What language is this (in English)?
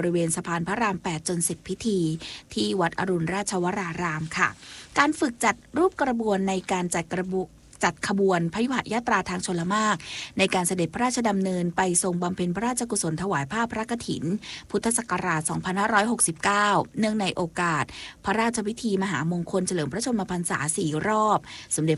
Thai